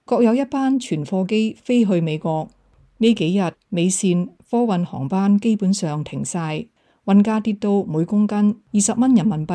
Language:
Cantonese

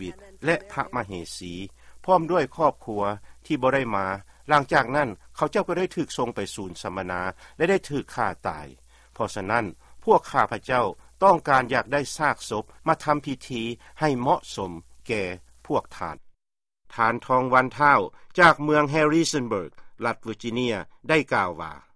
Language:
Lao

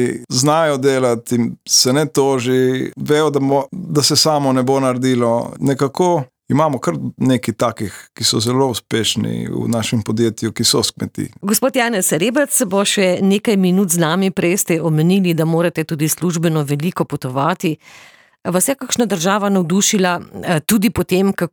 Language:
Slovenian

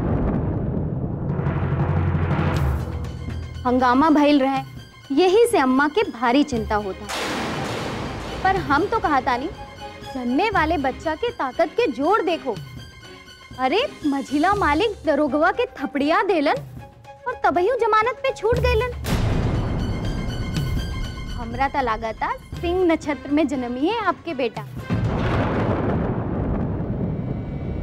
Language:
Bhojpuri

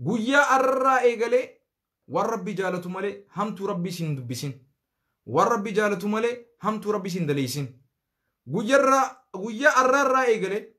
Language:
Oromo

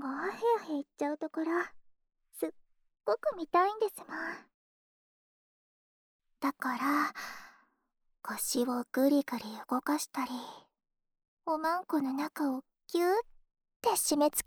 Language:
Japanese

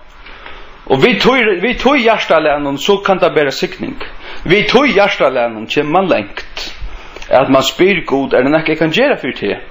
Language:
Faroese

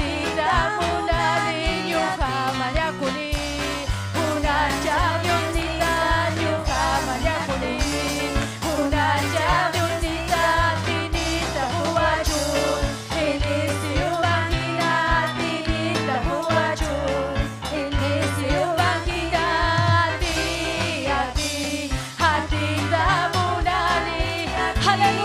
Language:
Ayacucho Quechua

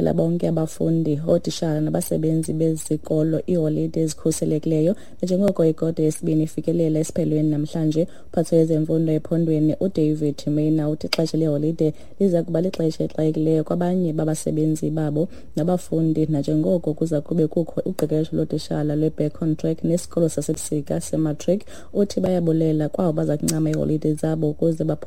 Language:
Xhosa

